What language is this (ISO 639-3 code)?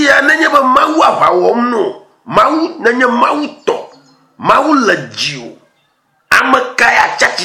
ewe